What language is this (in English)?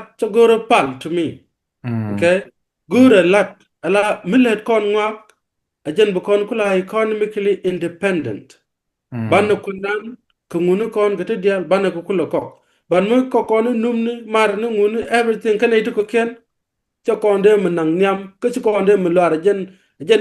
Nuer